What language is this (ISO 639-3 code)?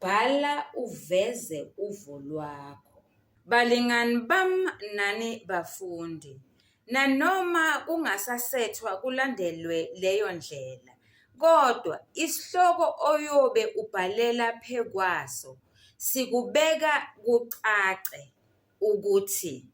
zul